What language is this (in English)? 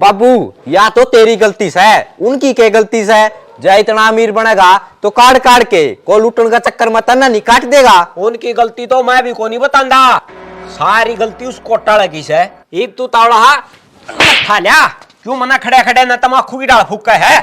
Haryanvi